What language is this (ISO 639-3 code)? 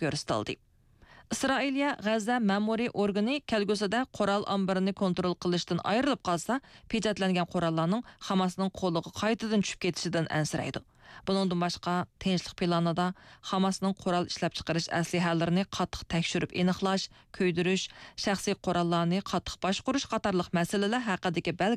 uig